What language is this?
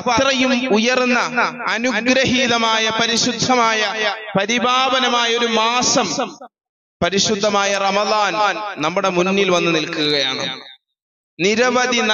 Malayalam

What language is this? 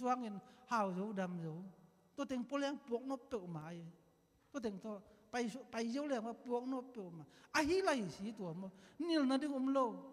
Tedim Chin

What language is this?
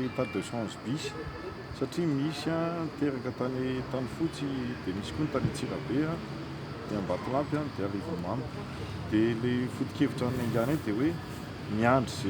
Malagasy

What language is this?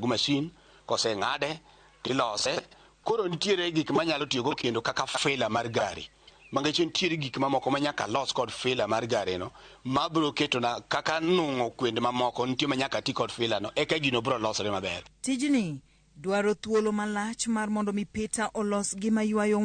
Luo (Kenya and Tanzania)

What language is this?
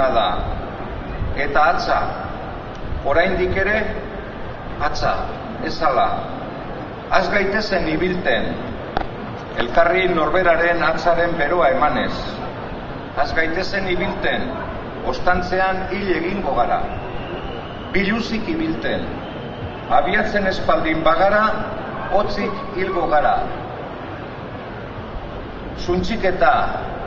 Basque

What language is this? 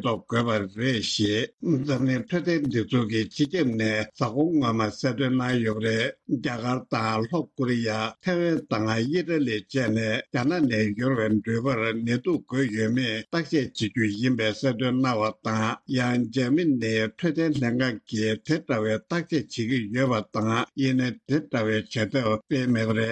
Tibetan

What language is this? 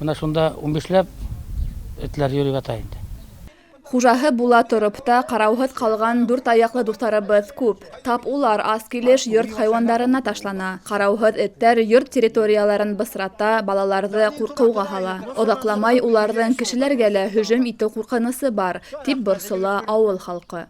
Bashkir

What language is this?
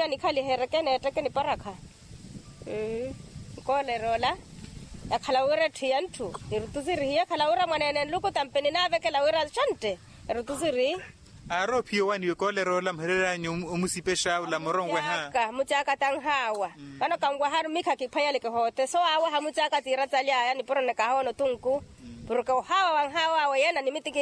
Makhuwa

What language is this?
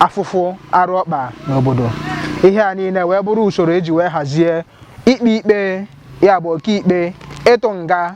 Igbo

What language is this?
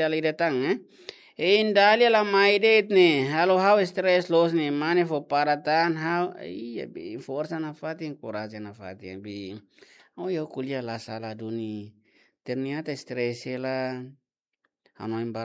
Tetum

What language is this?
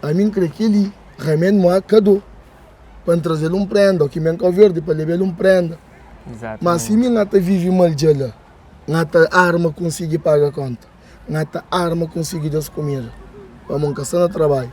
Kabuverdianu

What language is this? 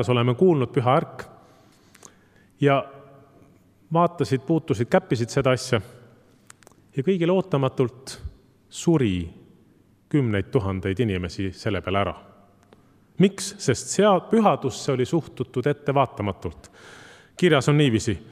Estonian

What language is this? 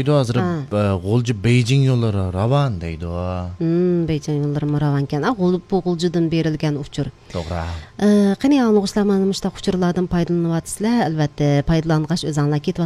Uyghur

